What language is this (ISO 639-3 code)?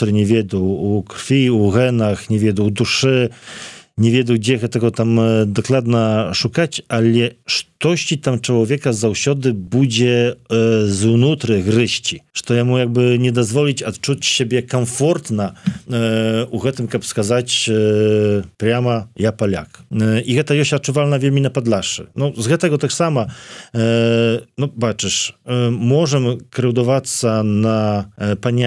bel